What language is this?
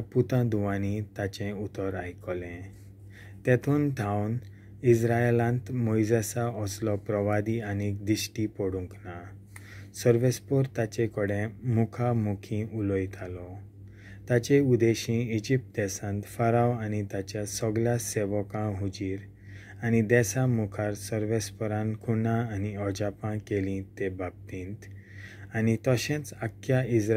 Konkani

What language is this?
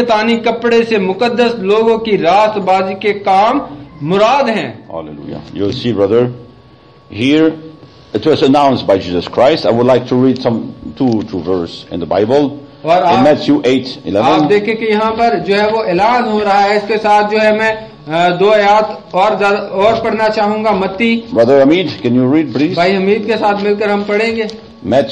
Urdu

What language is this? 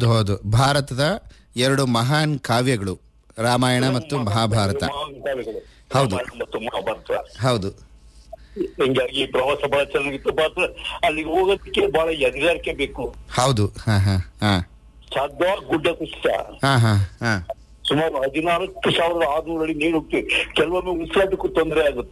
Kannada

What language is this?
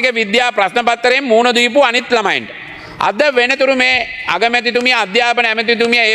Sinhala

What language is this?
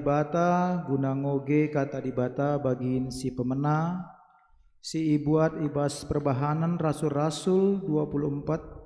Batak Karo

